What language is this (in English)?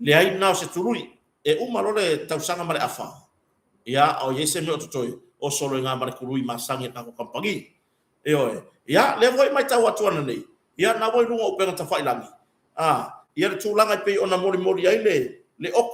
Samoan